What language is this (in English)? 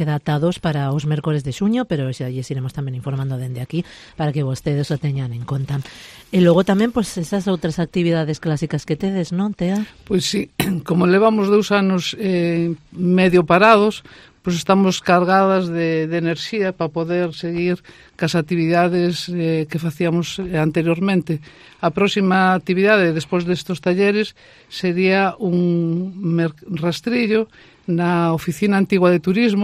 Galician